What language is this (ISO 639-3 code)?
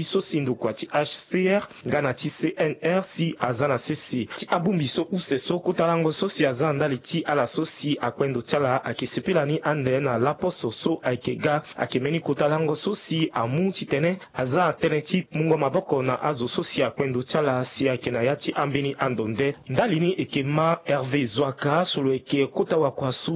sag